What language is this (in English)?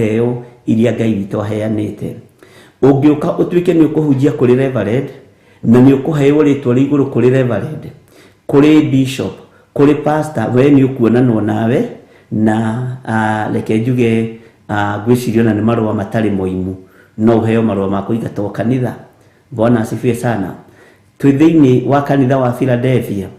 Kikuyu